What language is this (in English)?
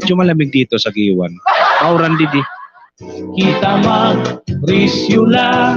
Waray